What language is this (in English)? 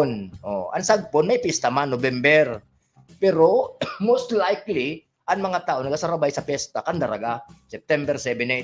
Bikol